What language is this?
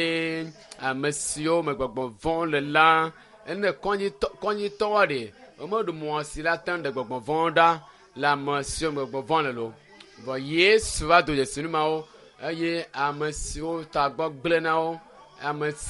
Ewe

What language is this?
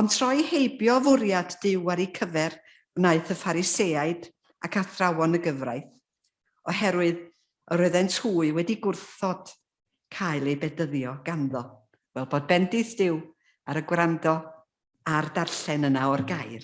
Welsh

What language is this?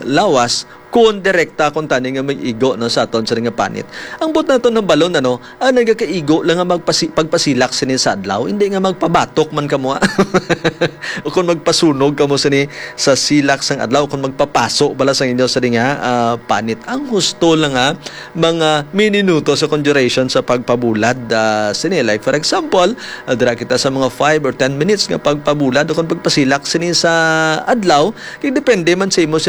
Hiligaynon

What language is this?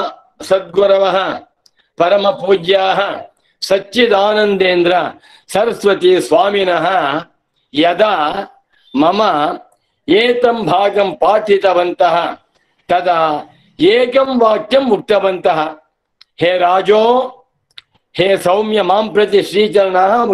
Sanskrit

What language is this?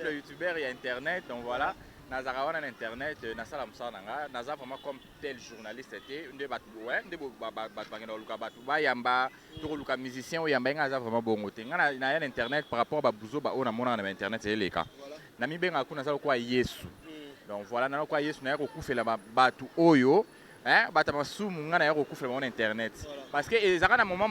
Lingala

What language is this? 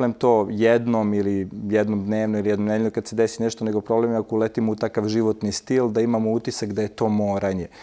Serbian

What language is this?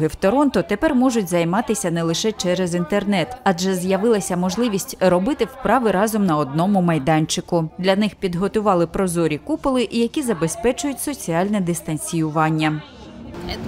Ukrainian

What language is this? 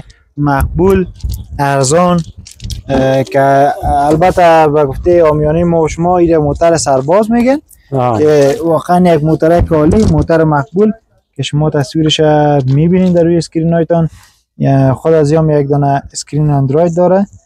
Persian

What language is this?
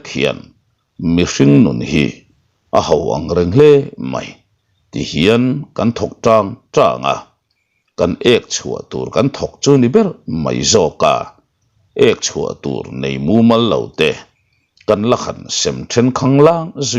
Mizo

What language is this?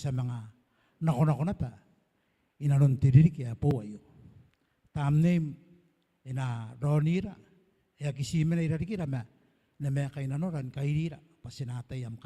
Gilbertese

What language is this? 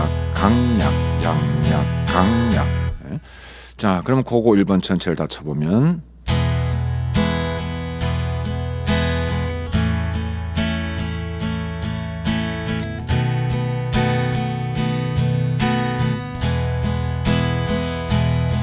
Korean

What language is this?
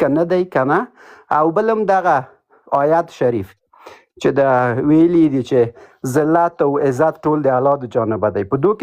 Pashto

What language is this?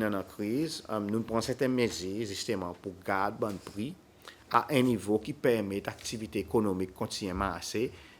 Seselwa Creole French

